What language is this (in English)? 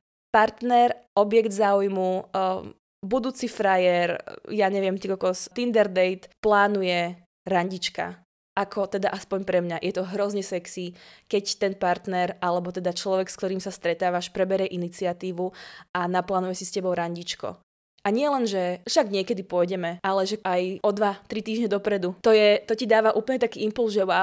Slovak